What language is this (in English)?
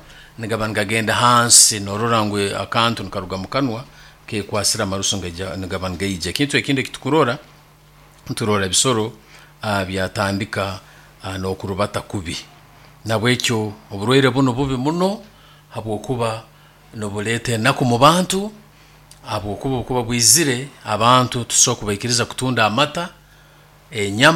Nyoro